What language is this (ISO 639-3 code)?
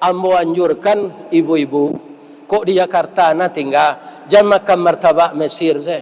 min